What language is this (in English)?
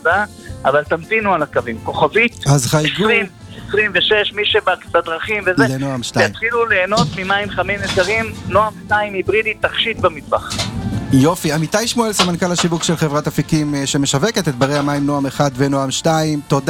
Hebrew